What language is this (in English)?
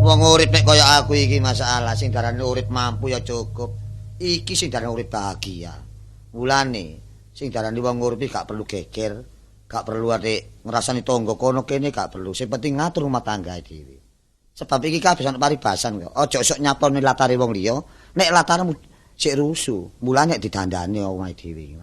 Javanese